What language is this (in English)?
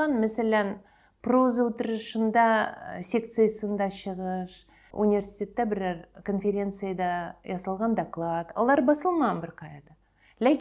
Tatar